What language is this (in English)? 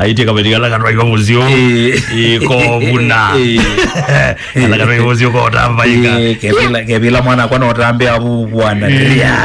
Kamba